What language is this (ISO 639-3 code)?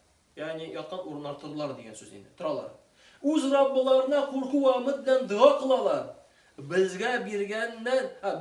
tat